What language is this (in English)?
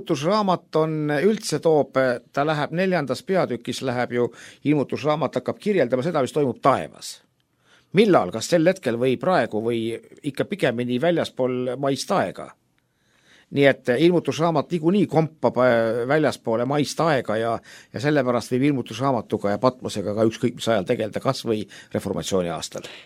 Estonian